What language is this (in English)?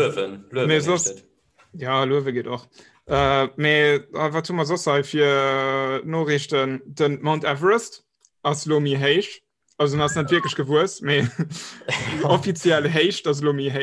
Luxembourgish